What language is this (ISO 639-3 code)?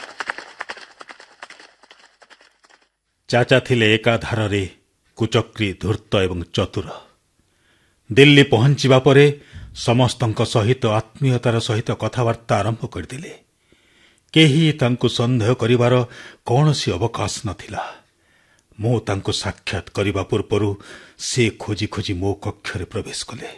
ori